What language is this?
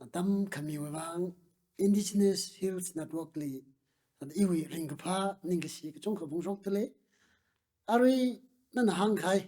Tangkhul Naga (India)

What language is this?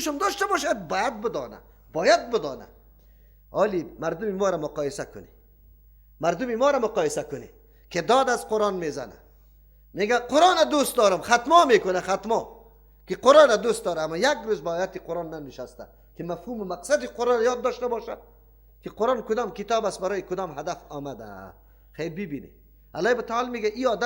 Persian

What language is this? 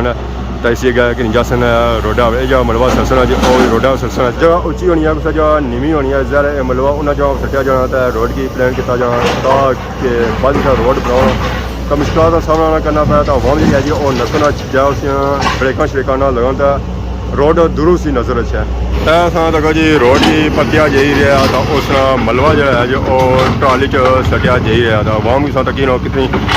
Pahari-Potwari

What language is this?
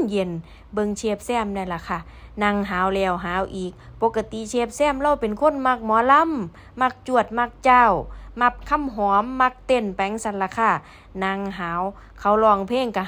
Northeastern Thai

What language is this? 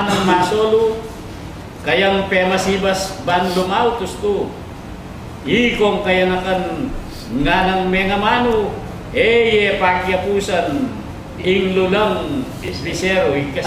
Pampanga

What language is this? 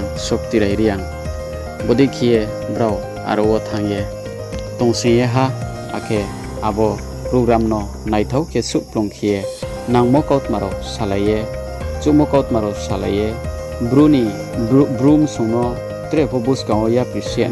Riang (India)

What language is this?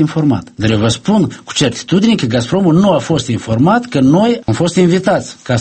Romanian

